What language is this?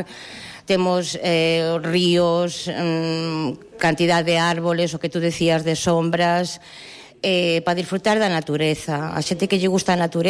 Galician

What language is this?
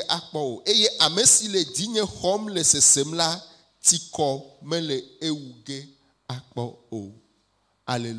Ewe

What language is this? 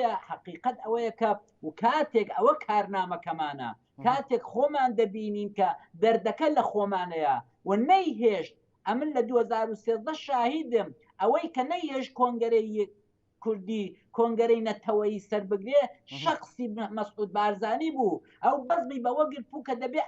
Central Kurdish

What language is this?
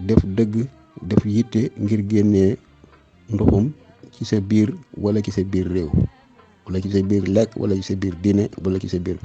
Wolof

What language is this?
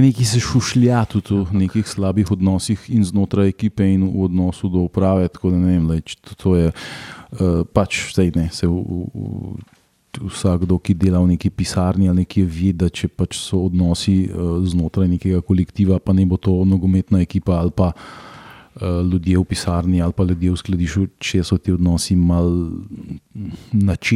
Slovenian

